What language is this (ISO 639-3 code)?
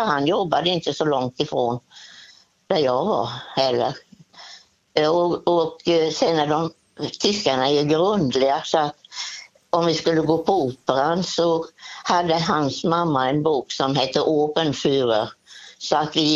swe